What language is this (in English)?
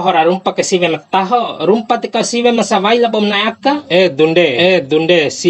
Bima